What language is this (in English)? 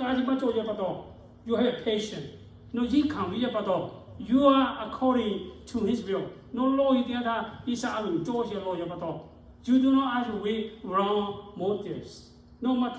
Lahu